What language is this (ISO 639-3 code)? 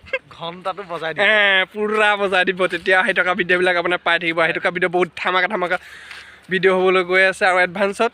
asm